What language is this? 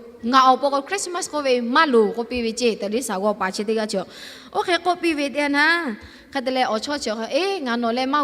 Lahu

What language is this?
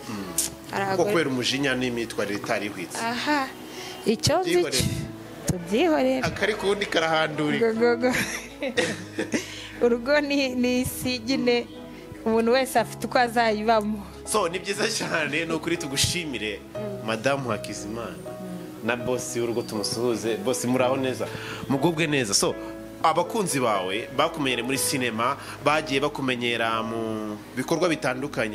Kinyarwanda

